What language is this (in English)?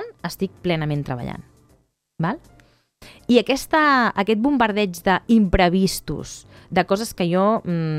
Catalan